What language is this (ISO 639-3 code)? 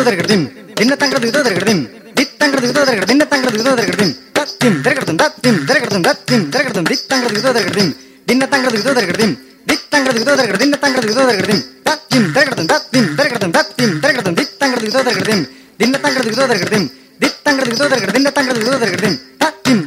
tam